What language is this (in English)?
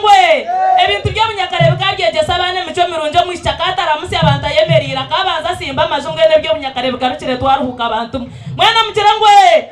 Nyankole